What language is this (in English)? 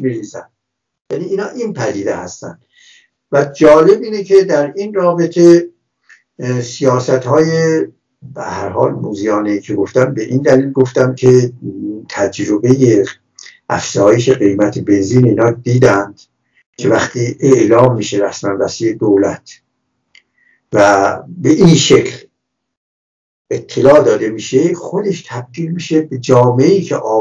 Persian